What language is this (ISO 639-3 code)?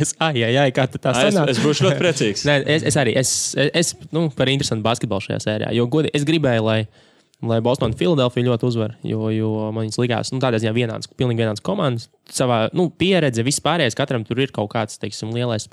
lav